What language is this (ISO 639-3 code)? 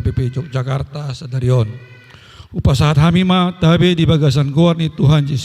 bbc